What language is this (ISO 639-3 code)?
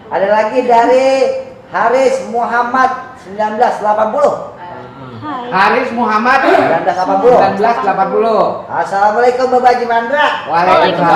bew